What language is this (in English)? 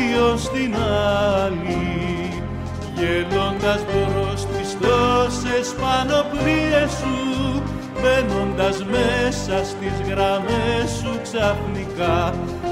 Greek